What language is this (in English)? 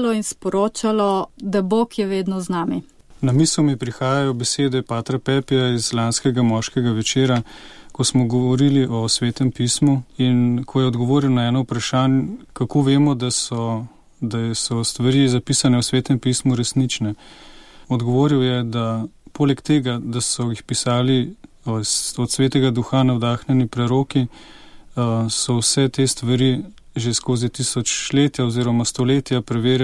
Slovenian